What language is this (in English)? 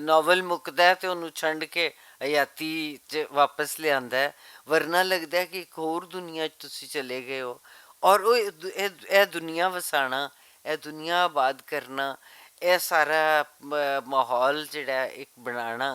Western Panjabi